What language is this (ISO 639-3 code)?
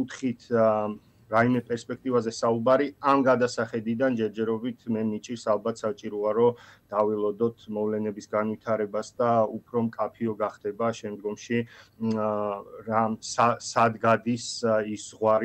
kat